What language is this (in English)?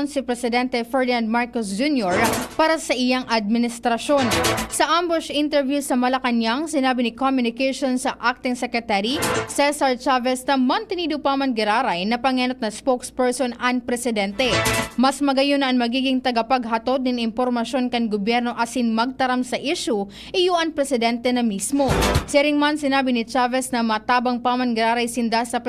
Bikol